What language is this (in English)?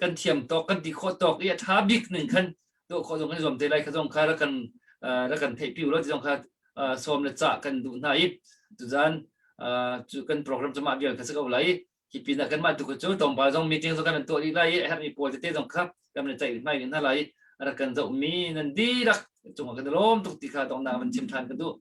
Hakha Chin